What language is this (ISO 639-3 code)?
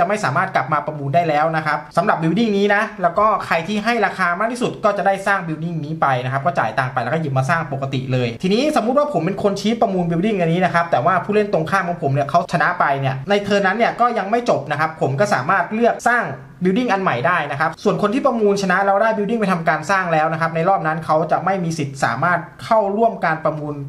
tha